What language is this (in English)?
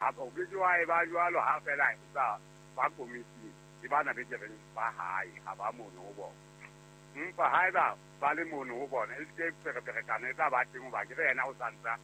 Southern Sotho